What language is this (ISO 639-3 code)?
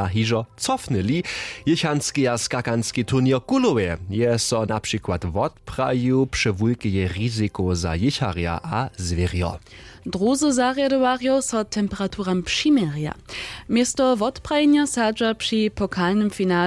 hsb